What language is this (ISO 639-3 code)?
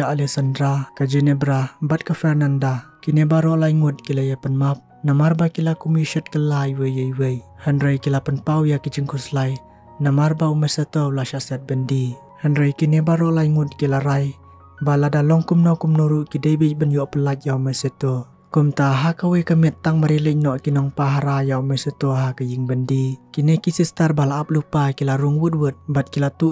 kha